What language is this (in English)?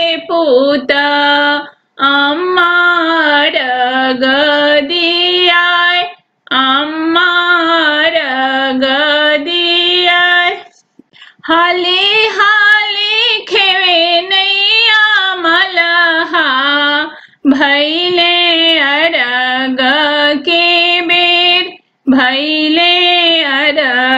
Bhojpuri